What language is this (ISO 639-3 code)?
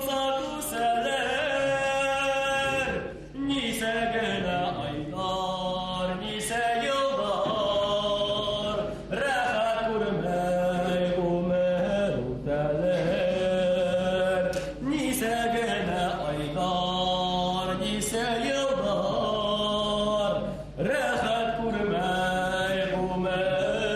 bak